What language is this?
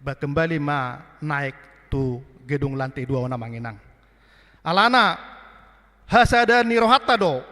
Batak Toba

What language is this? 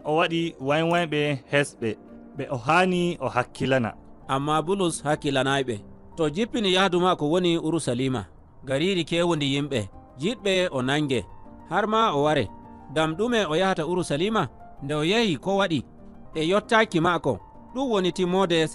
Nigerian Fulfulde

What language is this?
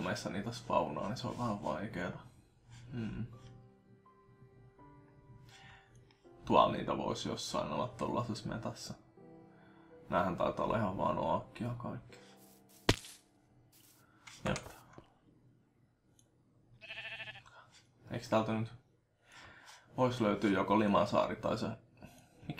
Finnish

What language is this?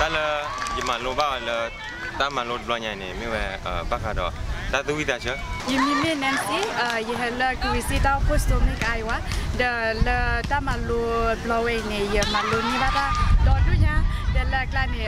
S'gaw Karen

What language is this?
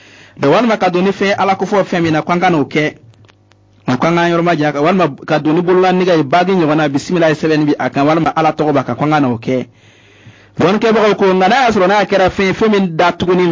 Bambara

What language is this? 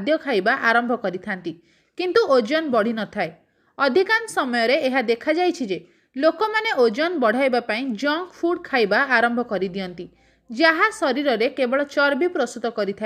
Odia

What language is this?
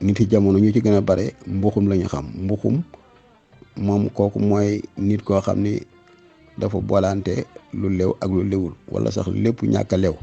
Wolof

